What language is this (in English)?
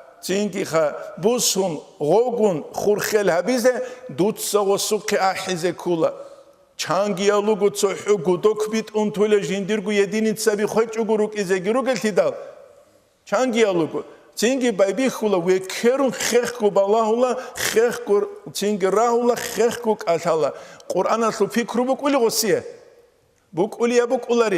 Avaric